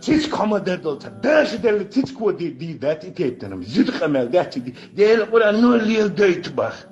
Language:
Chechen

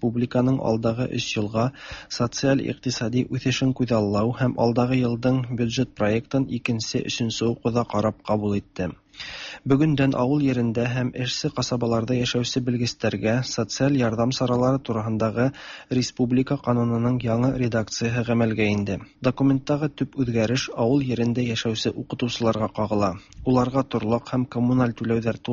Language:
Tatar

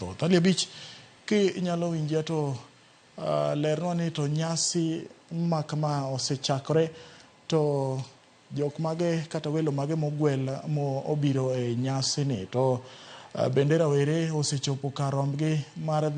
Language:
Luo (Kenya and Tanzania)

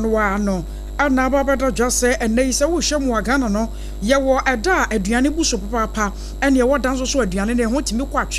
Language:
Akan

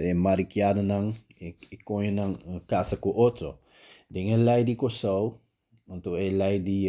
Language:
Papiamento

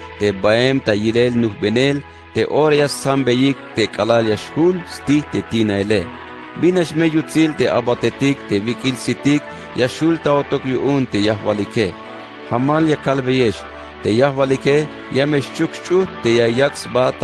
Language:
Tzeltal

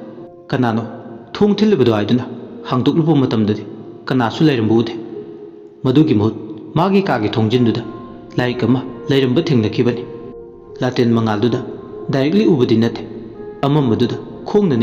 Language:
Manipuri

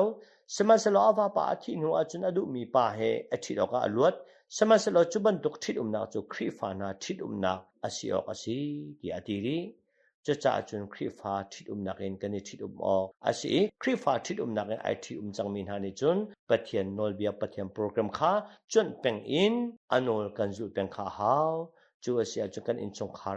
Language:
Hakha Chin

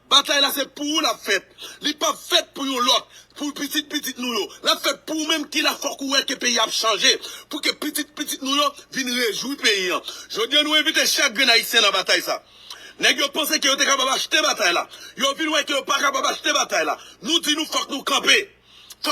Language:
Haitian Creole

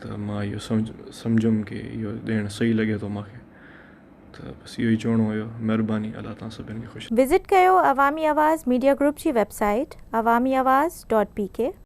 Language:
Sindhi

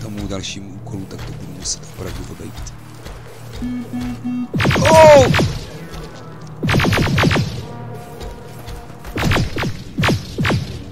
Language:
Czech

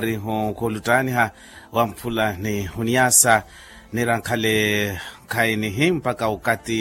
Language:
Makhuwa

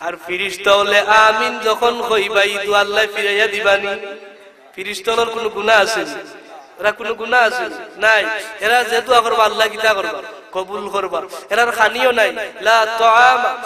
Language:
Sylheti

